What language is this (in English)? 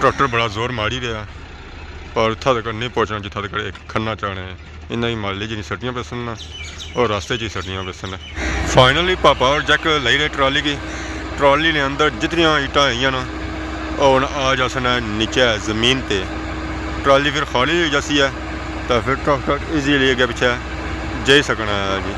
Pahari-Potwari